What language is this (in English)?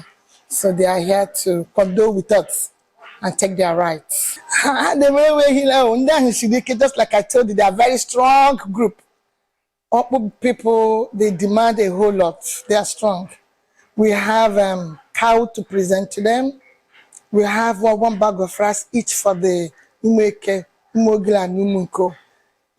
Igbo